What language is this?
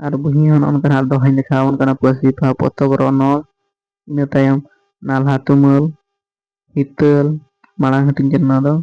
Santali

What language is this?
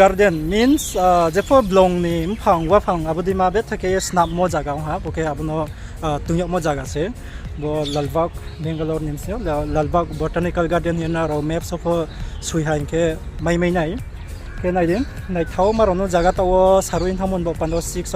Riang (India)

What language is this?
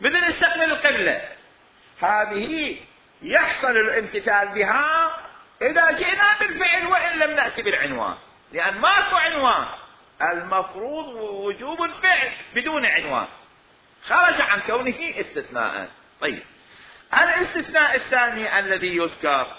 Mesopotamian Arabic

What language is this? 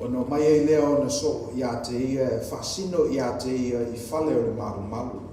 Samoan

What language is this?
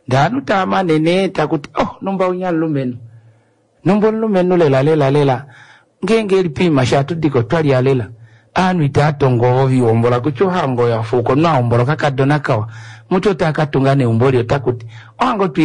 Kuanyama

